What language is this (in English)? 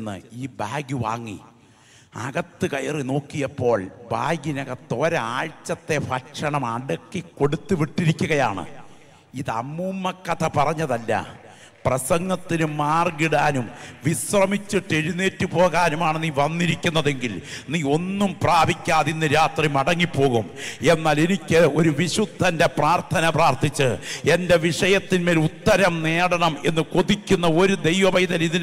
Malayalam